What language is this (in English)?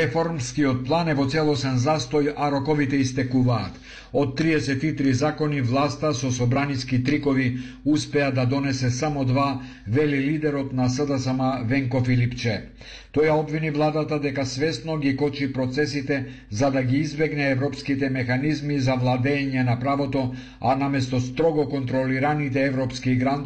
Macedonian